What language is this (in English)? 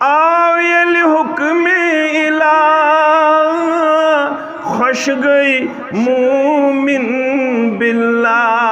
Kashmiri